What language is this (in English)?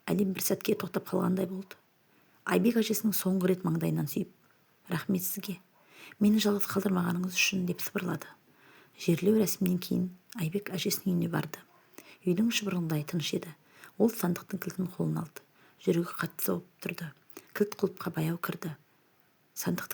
Kazakh